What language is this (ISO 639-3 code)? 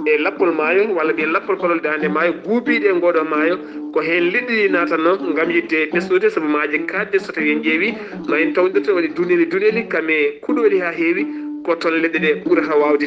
ful